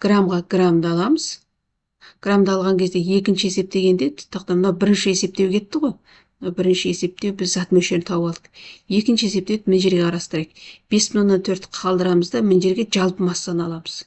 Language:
Kazakh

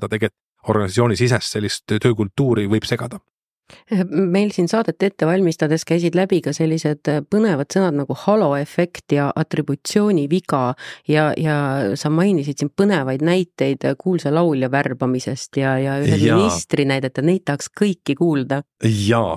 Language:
Estonian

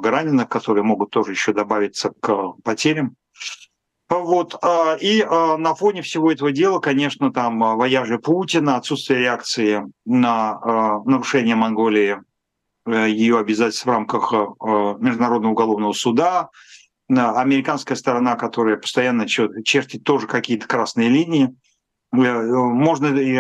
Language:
Russian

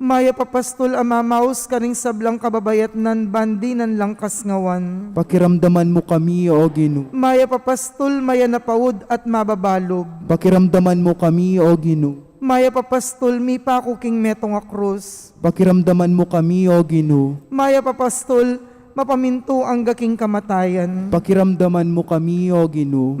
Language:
Pampanga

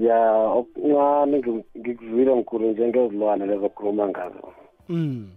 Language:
South Ndebele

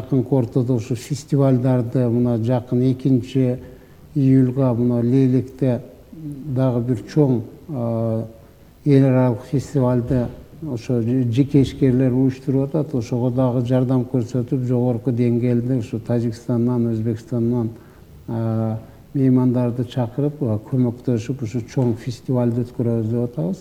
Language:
Kyrgyz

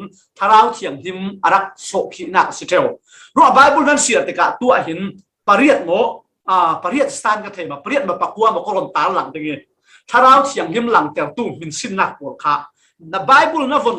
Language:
Falam Chin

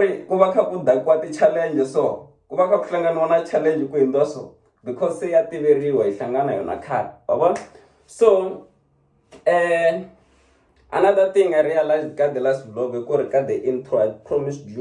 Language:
Tsonga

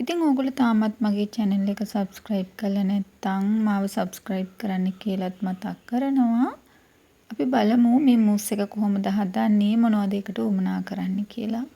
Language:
Sinhala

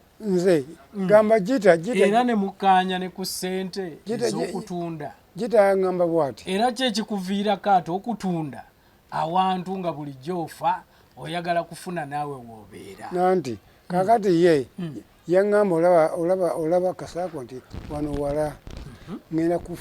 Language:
Ganda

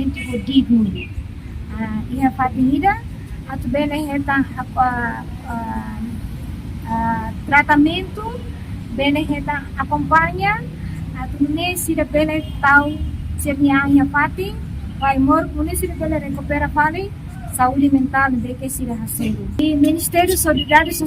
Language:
Tetum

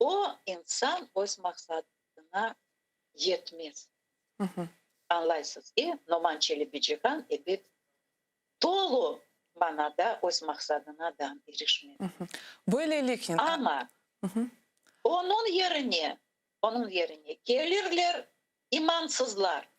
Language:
Crimean Tatar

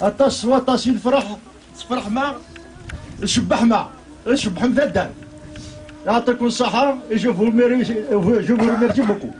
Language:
Kabyle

